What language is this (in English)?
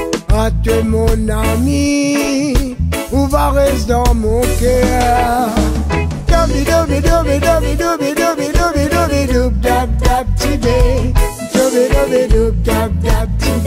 Réunion Creole French